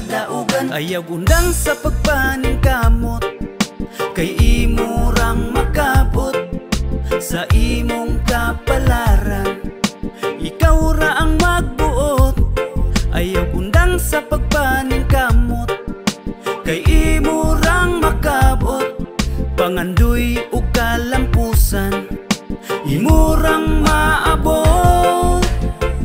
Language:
Cebuano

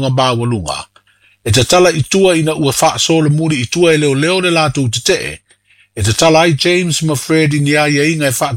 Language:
Samoan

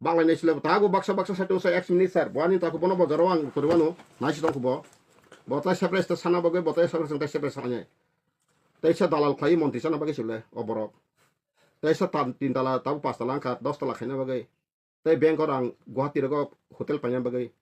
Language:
Kok Borok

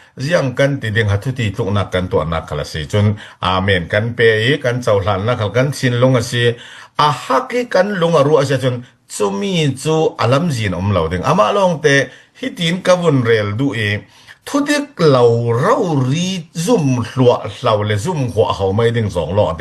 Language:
Falam Chin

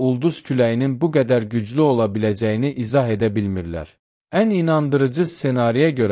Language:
Azerbaijani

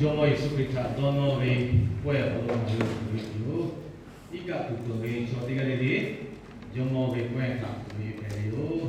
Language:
Lahu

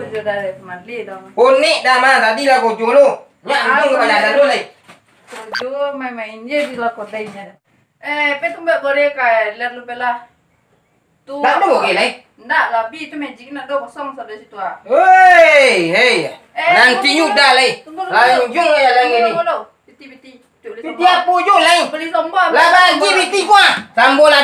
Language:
Minangkabau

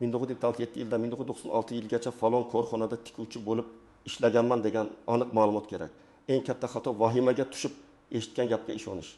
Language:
Uzbek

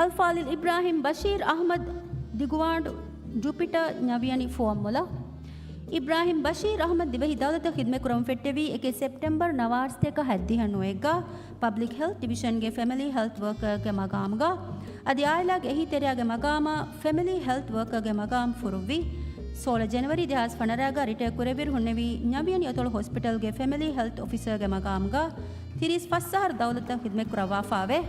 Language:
Divehi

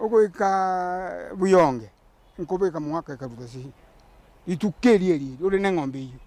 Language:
Gusii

